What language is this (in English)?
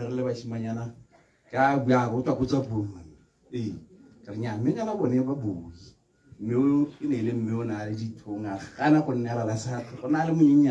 Tswana